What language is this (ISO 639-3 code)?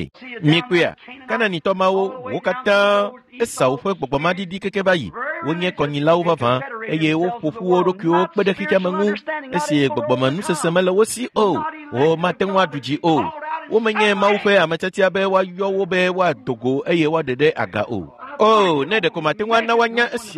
ewe